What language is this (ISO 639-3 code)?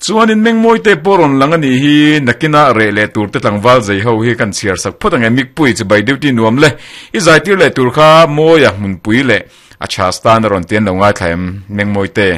lus